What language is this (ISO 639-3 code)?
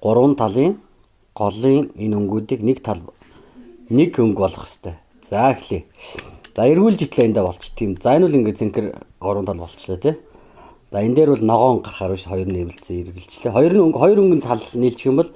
mon